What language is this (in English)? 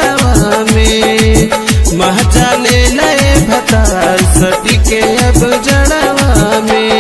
Bhojpuri